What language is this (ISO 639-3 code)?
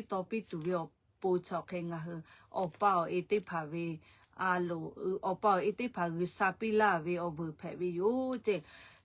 lhu